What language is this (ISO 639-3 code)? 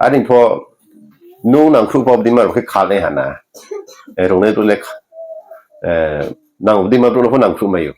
ria